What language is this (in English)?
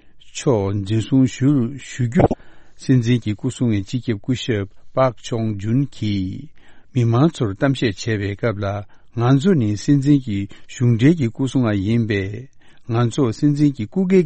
Tibetan